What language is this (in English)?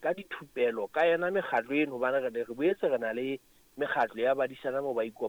Southern Sotho